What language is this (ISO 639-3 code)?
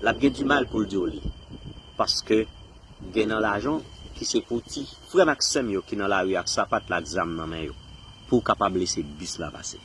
hat